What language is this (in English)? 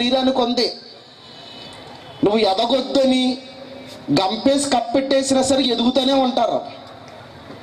Telugu